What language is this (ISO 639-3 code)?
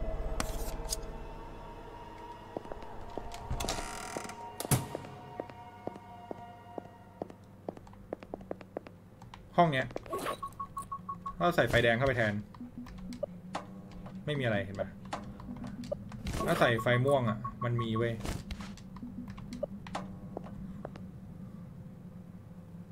tha